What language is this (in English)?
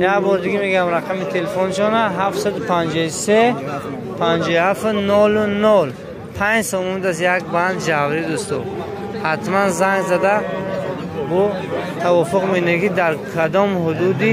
Tajik